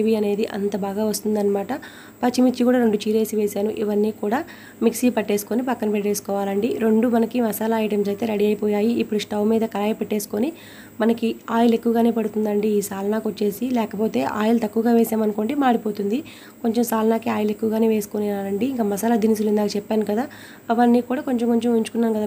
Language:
Telugu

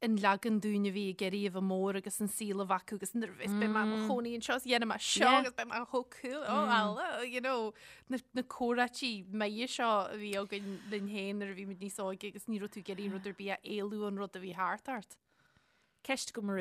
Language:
Irish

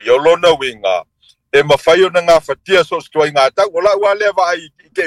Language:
Samoan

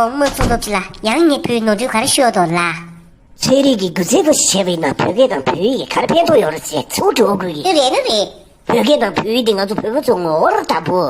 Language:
Tibetan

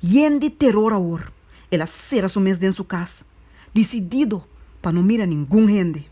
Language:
Papiamento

